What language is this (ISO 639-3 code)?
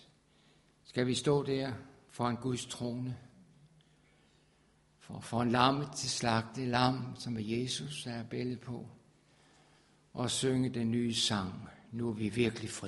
dan